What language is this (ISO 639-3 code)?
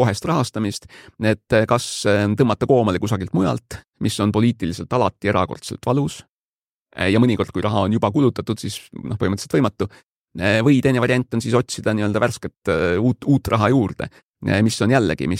est